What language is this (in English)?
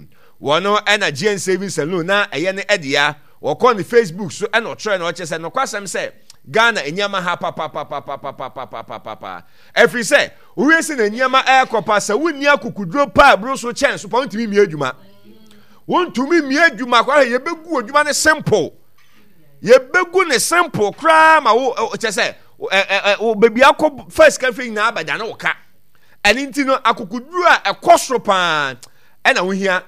Akan